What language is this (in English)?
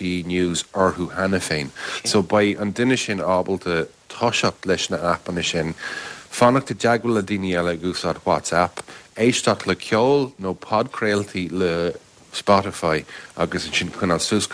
Irish